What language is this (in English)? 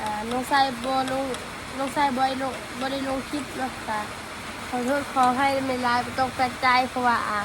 Northeastern Thai